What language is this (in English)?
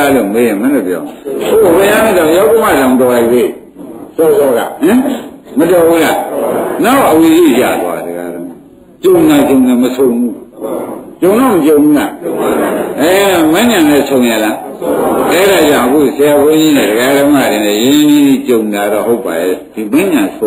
Burmese